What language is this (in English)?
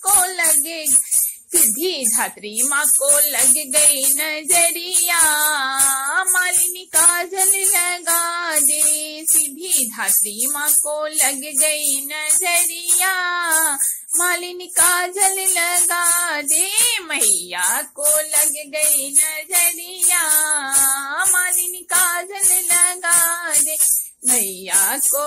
Bhojpuri